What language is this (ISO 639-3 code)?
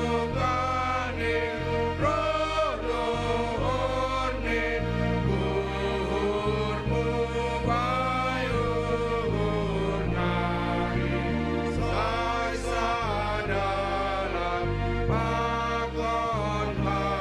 bts